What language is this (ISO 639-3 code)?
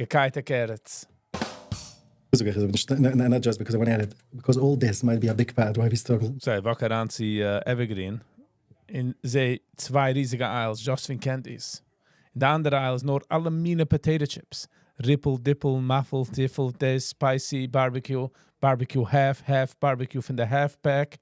yid